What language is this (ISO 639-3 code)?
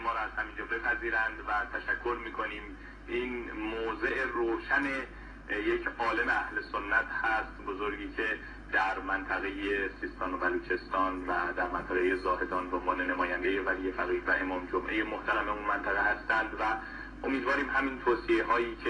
fas